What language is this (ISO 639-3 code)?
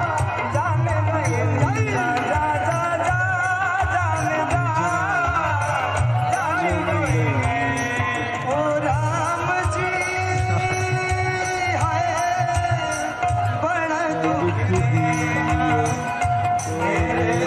bho